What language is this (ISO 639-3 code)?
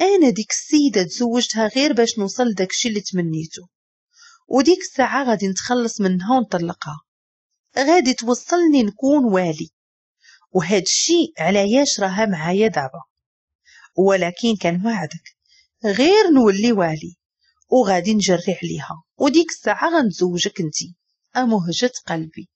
ary